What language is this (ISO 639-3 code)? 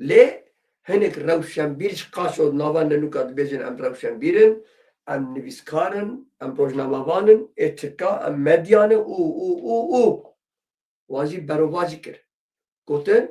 kur